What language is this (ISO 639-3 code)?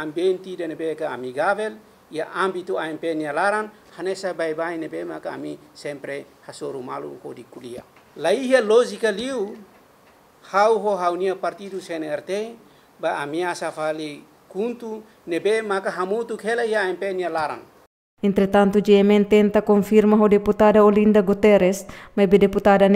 tet